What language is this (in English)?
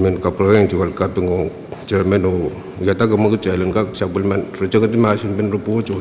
Pohnpeian